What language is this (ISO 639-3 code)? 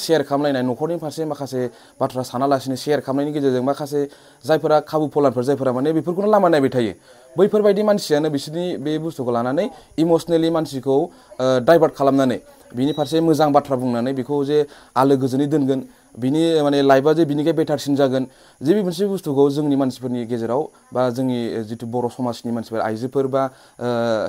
brx